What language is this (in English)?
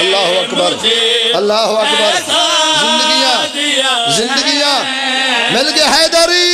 Pahari-Potwari